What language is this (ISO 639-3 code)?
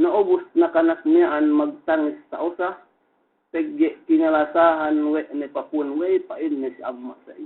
yka